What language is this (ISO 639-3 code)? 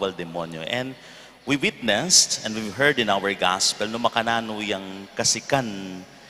pam